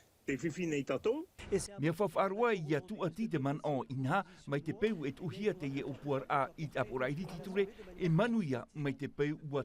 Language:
Tahitian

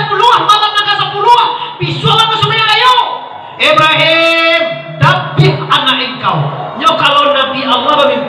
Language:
Minangkabau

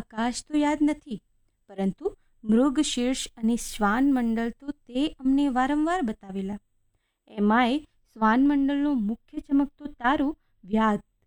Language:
Gujarati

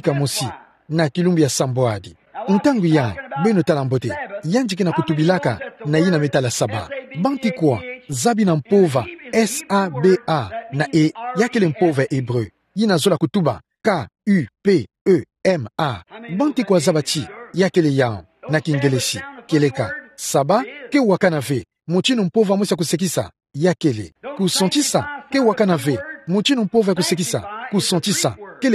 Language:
Kituba (Democratic Republic of Congo)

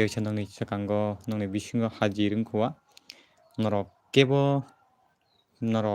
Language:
Kok Borok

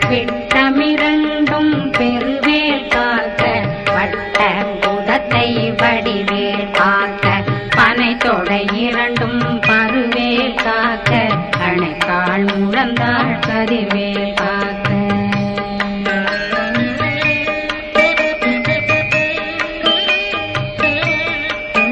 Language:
Tamil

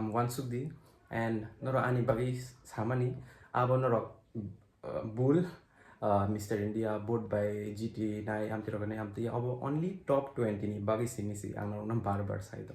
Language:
Kok Borok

